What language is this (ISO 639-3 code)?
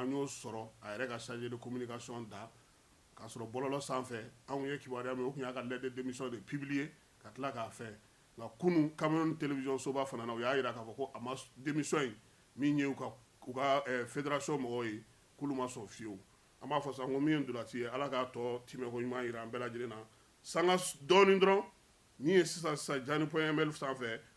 bam